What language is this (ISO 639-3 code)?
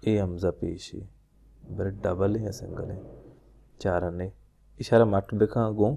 bal